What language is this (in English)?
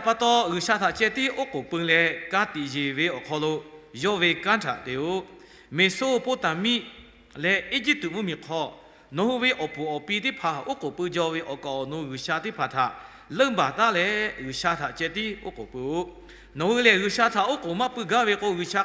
Lahu